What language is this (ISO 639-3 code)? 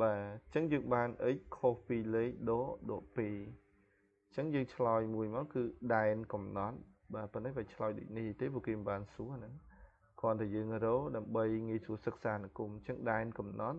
khm